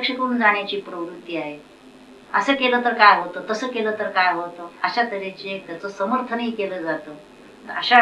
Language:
Marathi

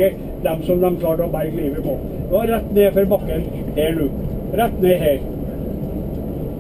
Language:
Norwegian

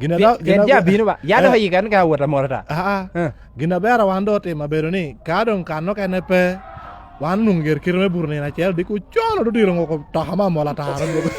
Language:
Lango (Uganda)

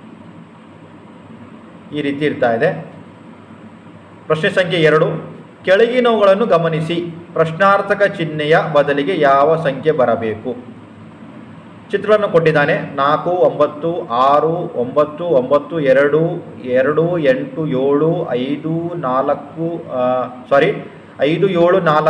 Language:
Kannada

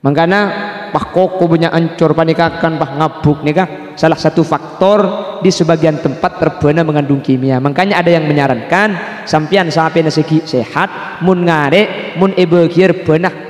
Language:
Madurese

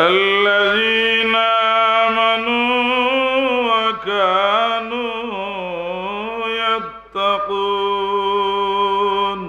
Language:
Sylheti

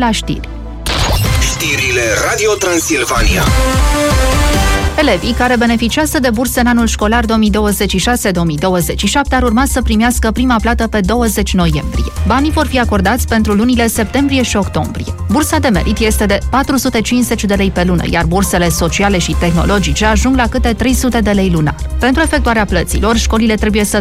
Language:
Romanian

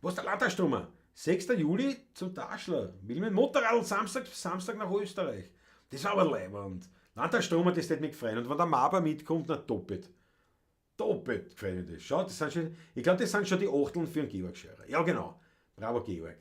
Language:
Bavarian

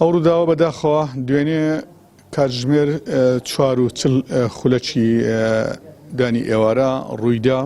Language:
Central Kurdish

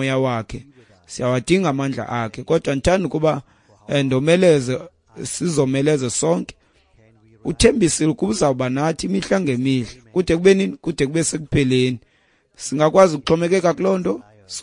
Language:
Xhosa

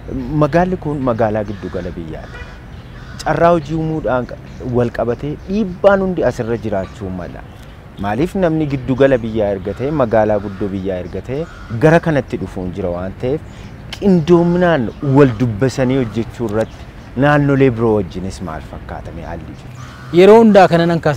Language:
Oromo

